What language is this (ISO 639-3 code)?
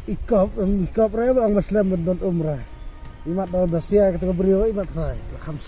kha